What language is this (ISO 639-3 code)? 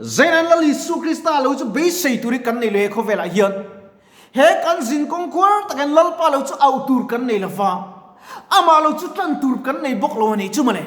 lus